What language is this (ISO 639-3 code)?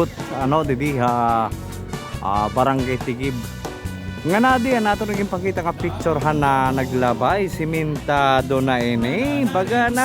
war